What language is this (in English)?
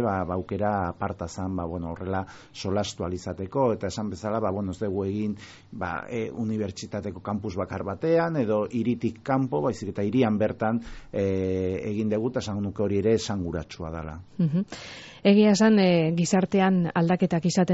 Basque